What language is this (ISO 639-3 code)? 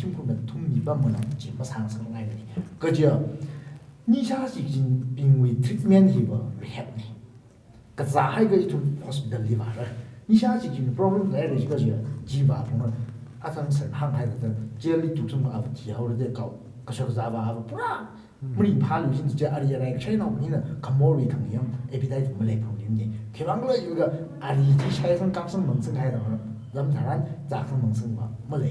nmf